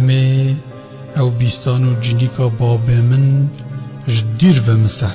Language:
Kurdish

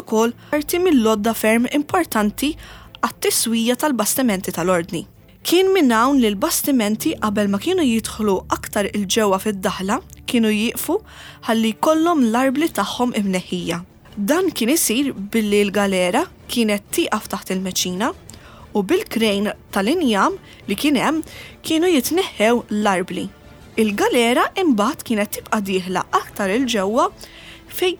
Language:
Maltese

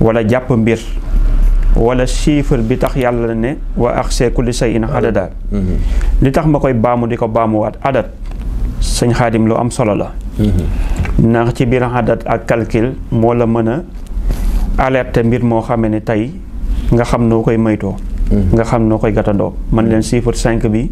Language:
Wolof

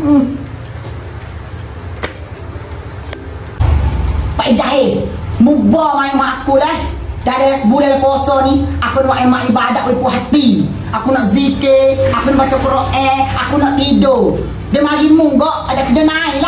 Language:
Malay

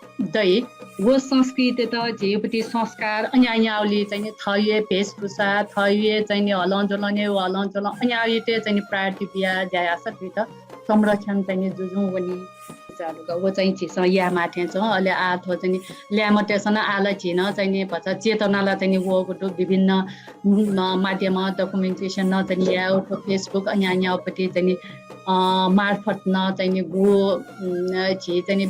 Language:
Newari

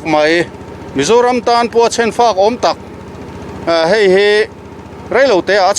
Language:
Mizo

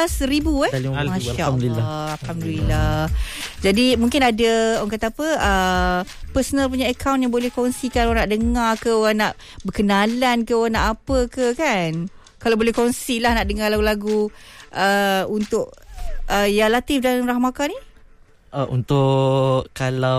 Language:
Malay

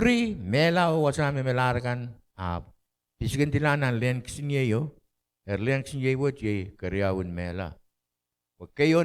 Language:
Pohnpeian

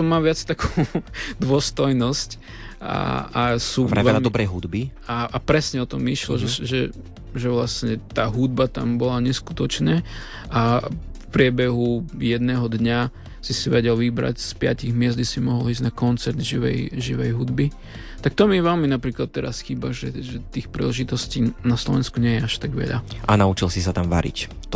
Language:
Slovak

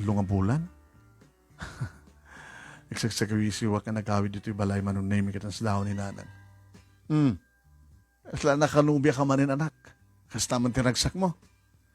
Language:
Iloko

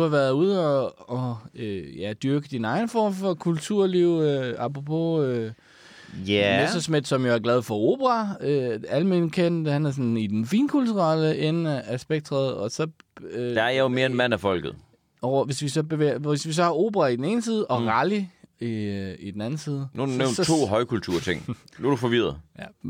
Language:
Danish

